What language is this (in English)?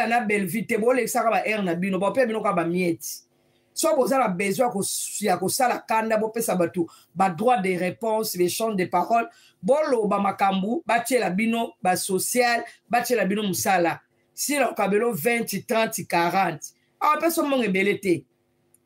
Lingala